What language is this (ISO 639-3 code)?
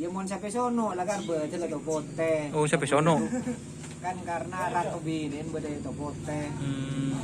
mad